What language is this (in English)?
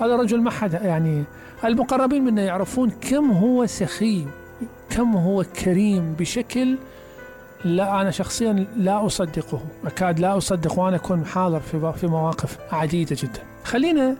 Mesopotamian Arabic